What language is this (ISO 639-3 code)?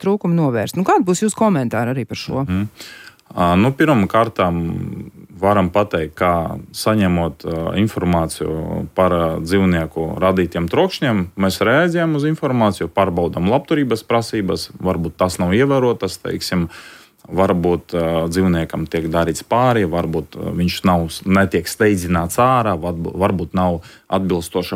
lav